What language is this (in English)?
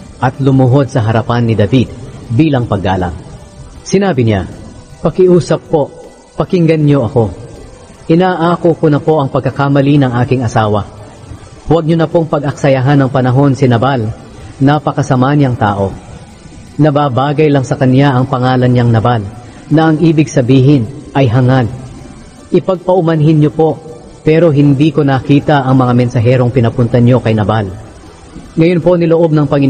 Filipino